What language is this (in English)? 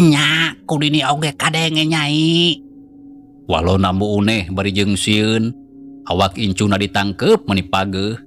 Sundanese